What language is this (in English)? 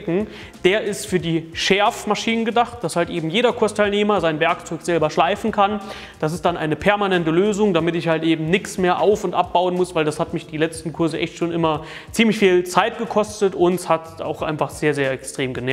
German